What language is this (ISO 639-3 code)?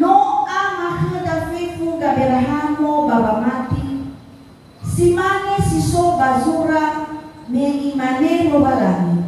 nia